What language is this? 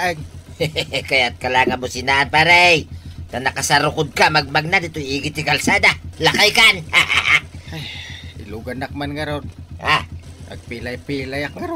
Iloko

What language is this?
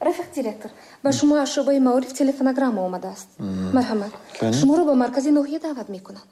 Tajik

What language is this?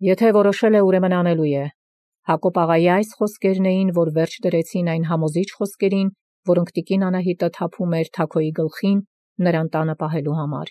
Armenian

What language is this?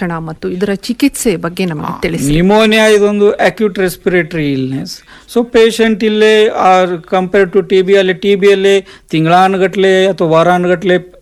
Kannada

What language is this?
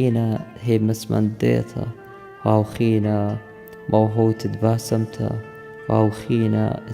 Assyrian Neo-Aramaic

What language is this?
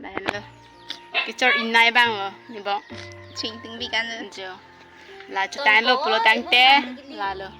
Karbi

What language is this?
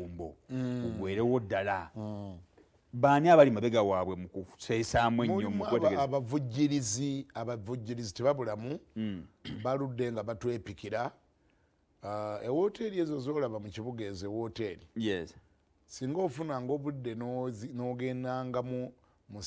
Ganda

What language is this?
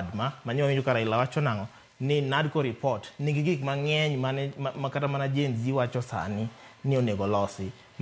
Luo (Kenya and Tanzania)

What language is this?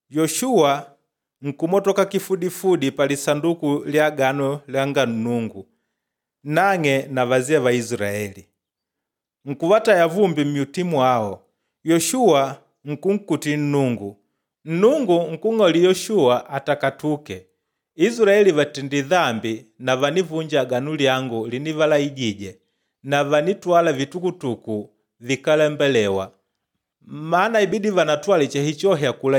Makonde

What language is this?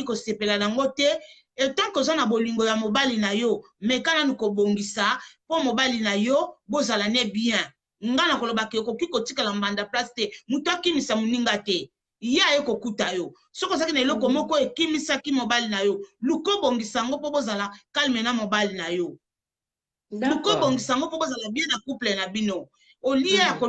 Lingala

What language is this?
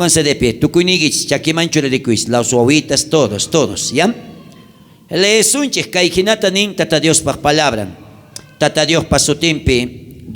South Bolivian Quechua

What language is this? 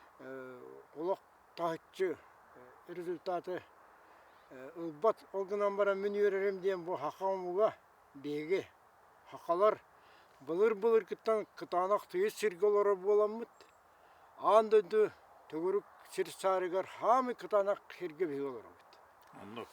Yakut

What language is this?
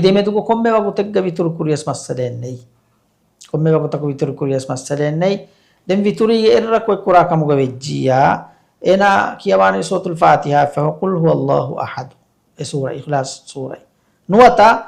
Divehi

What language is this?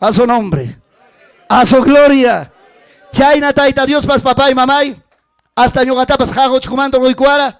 Ayacucho Quechua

